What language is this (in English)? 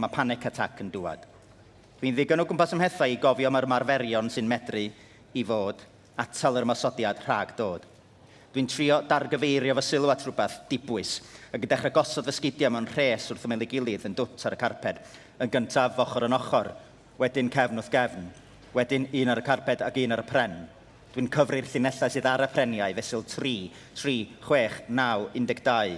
Welsh